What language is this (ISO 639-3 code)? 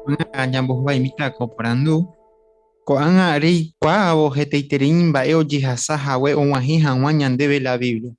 grn